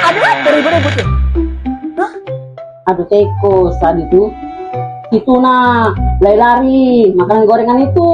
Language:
Musi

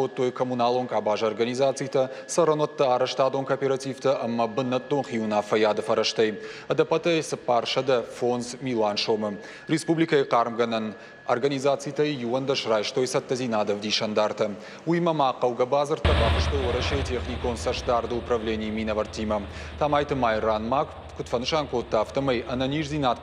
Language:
Ossetic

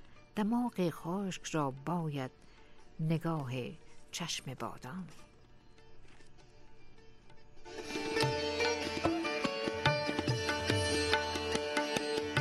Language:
Persian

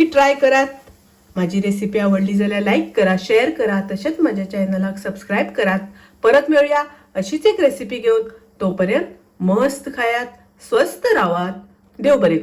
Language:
Konkani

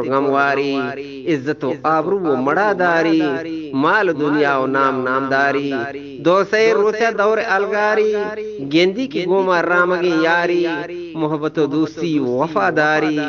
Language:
Eastern Balochi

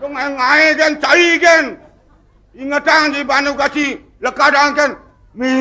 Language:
Balinese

